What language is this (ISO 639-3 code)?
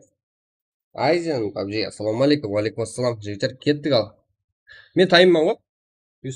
kaa